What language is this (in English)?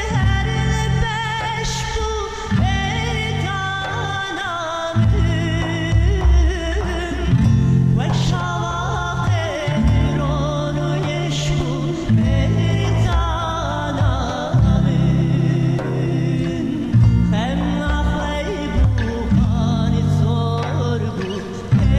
Kurdish